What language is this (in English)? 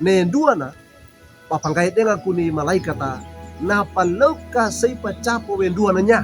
Wejewa